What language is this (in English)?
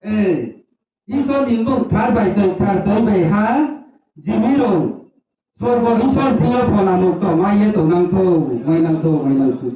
Riang (India)